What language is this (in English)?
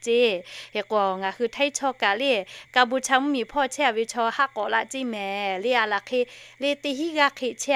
Lahu